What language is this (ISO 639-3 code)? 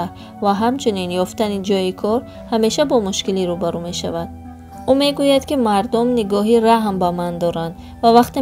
tgk